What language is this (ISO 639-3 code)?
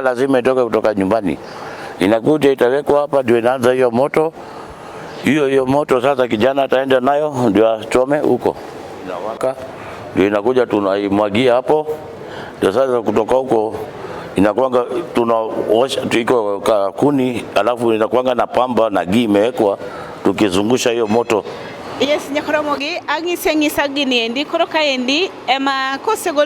luo